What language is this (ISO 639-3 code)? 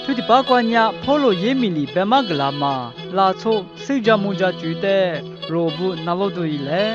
lis